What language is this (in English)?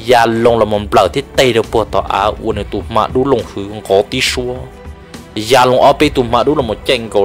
Vietnamese